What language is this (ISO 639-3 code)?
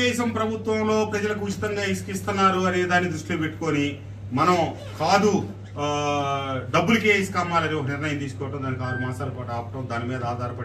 tel